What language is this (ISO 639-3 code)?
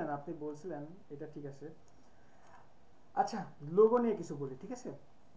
ben